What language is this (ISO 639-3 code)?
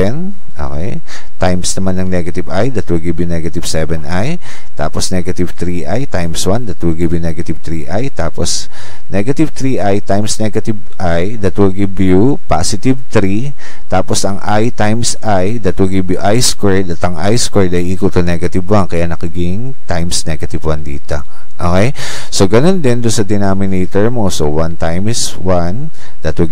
fil